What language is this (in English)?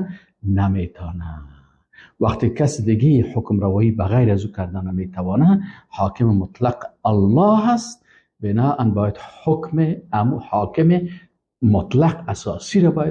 Persian